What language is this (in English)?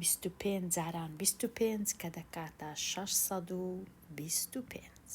Central Kurdish